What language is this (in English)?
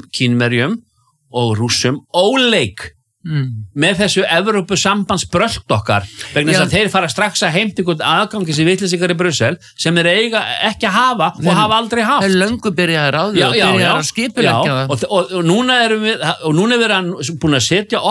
Icelandic